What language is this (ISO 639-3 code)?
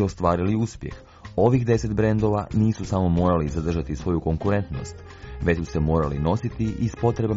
hrv